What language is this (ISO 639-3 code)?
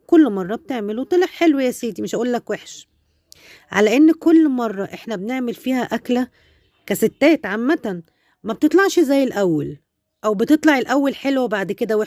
arz